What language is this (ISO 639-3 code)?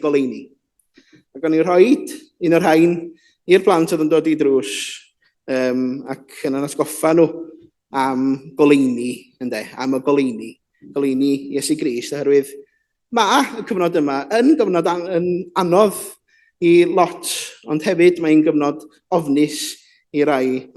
cym